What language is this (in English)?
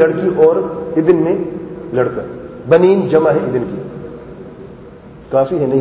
Urdu